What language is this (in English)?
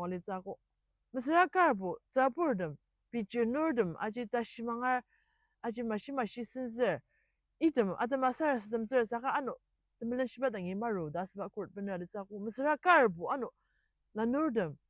Ao Naga